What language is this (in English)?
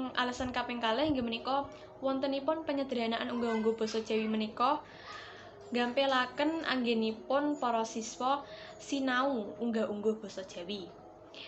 Javanese